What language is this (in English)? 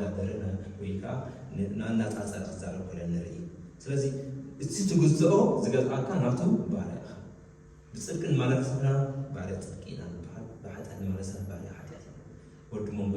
Tigrinya